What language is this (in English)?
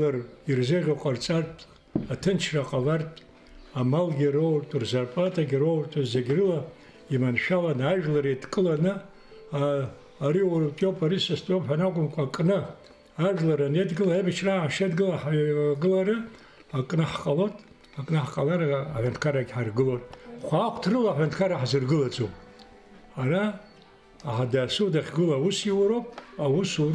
Abkhazian